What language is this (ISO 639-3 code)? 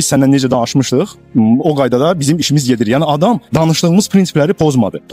aze